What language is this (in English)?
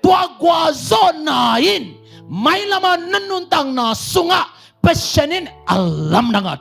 Tedim Chin